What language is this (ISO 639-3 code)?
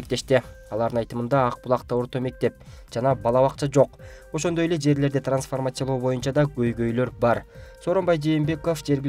kir